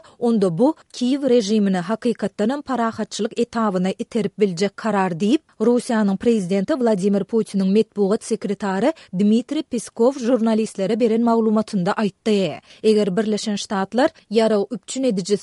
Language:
Turkmen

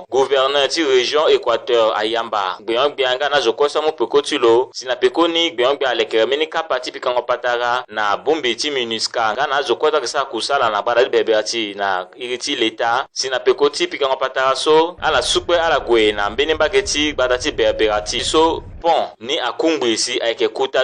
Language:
Sango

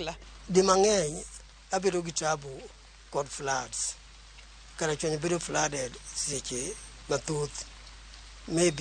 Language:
Luo (Kenya and Tanzania)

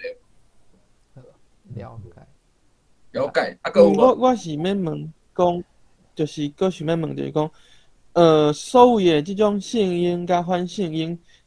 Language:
Min Nan Chinese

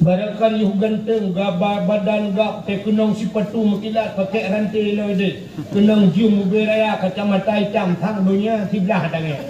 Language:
Achinese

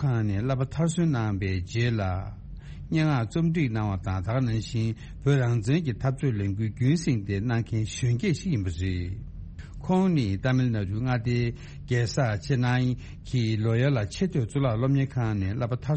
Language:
Tibetan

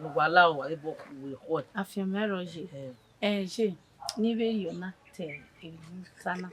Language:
Bini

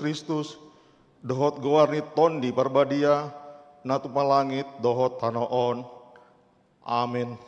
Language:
Batak Toba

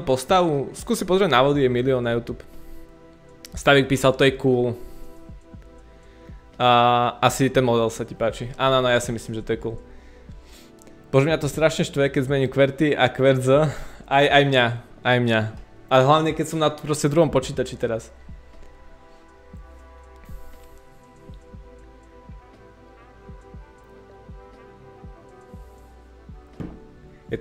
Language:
Slovak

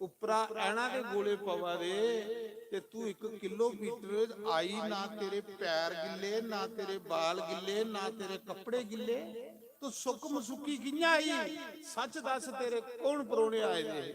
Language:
Dogri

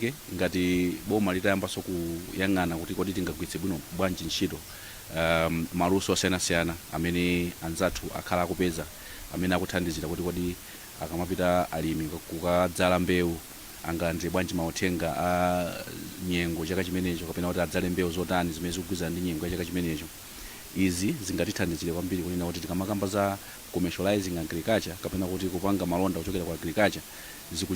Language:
Nyanja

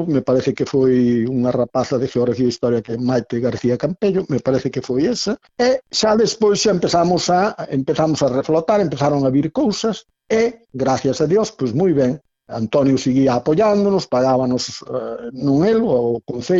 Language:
Galician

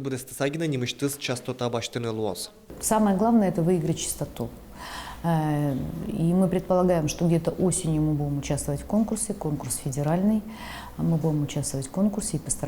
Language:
Udmurt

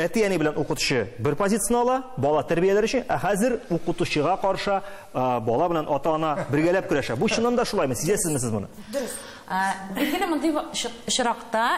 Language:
Tatar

